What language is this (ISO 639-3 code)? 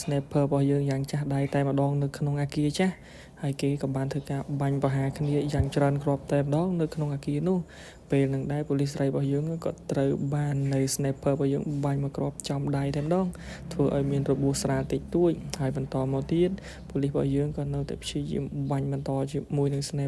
khm